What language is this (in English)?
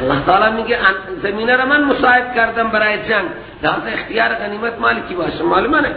Persian